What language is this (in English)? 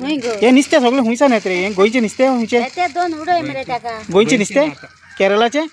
Konkani